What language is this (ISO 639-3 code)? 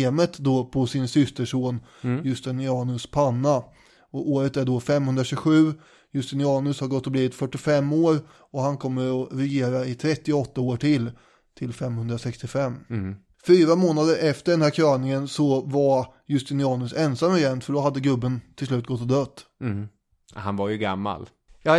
swe